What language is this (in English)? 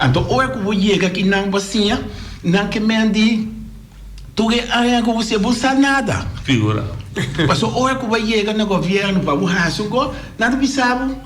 Papiamento